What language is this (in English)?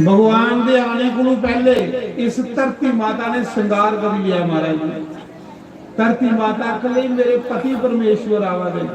Dogri